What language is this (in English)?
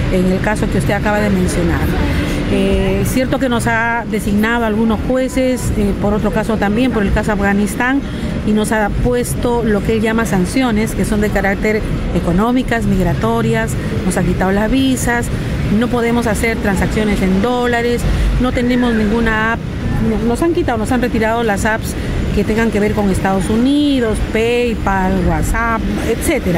Spanish